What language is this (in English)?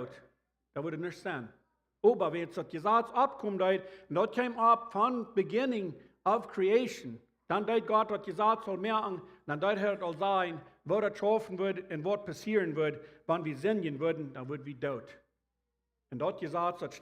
Plautdietsch